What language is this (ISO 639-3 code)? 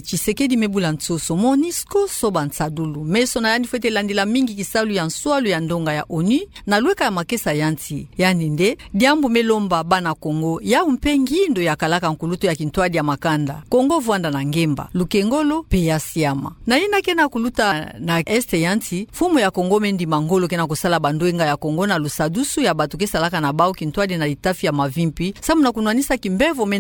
ktu